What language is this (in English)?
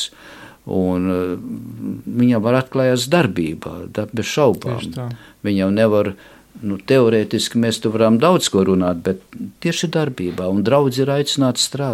Latvian